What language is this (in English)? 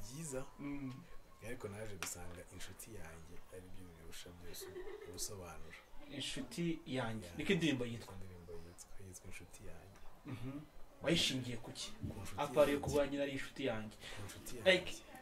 Kinyarwanda